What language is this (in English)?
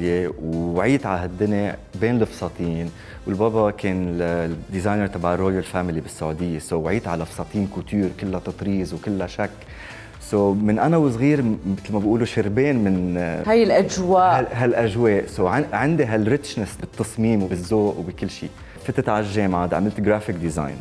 Mesopotamian Arabic